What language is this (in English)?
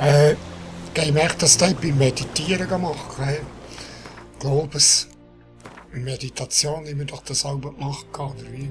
Swiss German